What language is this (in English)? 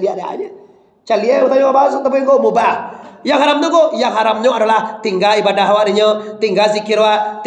Minangkabau